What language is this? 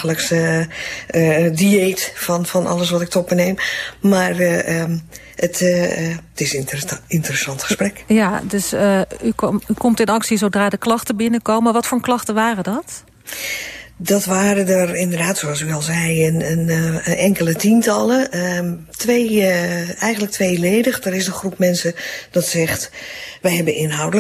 Dutch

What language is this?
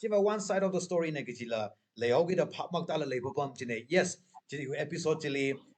Tangkhul Naga (India)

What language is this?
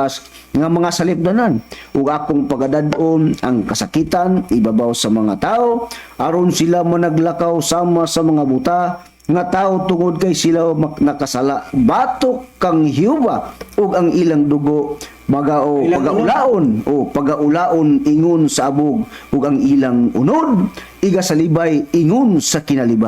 Cebuano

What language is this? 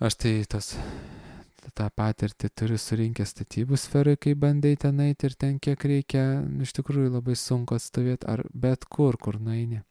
Lithuanian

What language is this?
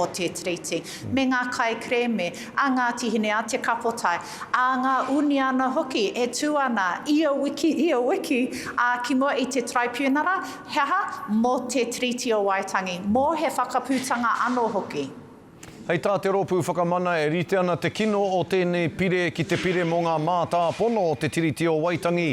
Māori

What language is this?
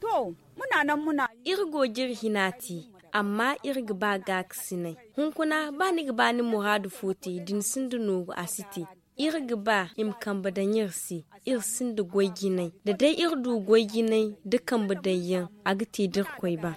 Zarma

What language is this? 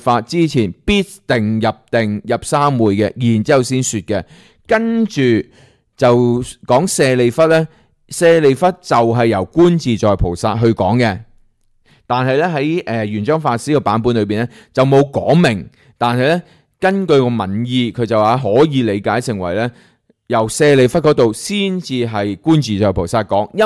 Cantonese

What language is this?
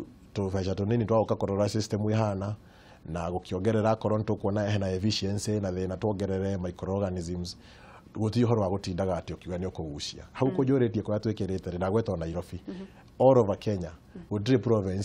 Kikuyu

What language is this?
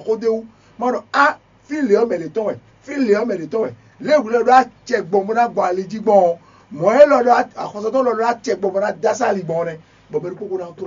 Fon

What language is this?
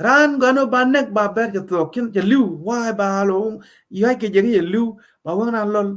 Nuer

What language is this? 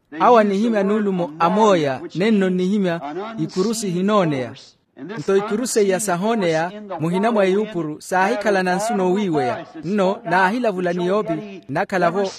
Makhuwa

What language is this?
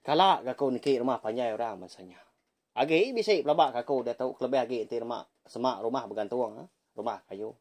Iban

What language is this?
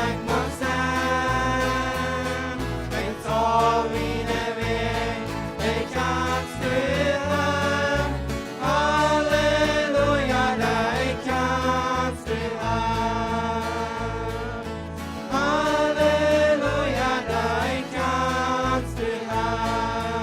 Plautdietsch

